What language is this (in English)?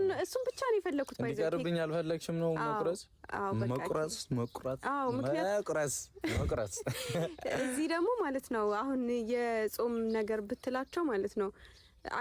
Amharic